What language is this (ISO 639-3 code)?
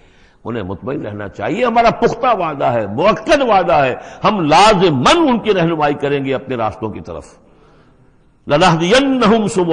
urd